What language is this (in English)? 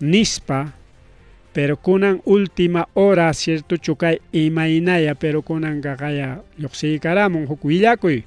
Ayacucho Quechua